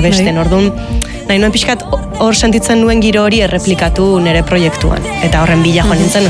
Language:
Basque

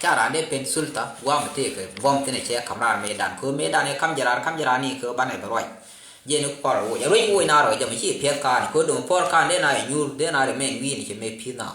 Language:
Nuer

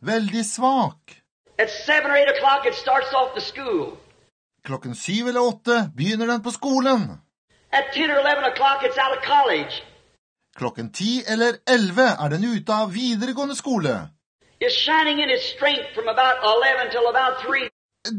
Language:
Norwegian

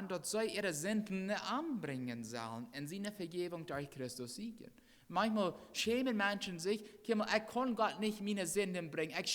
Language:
Plautdietsch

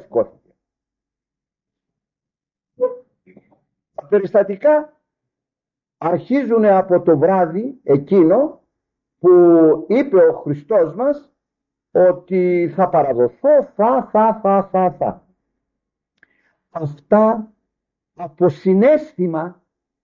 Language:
Greek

